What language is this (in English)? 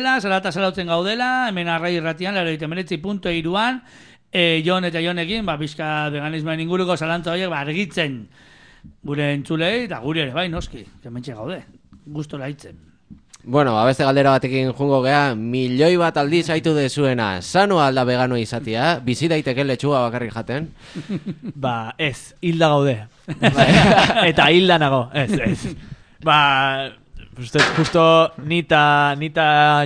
Basque